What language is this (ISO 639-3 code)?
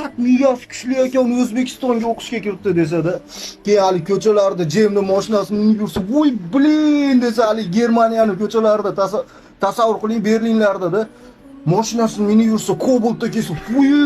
uzb